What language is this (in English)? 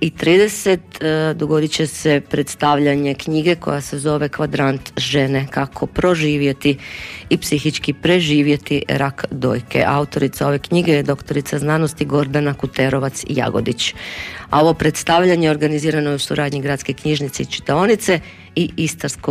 Croatian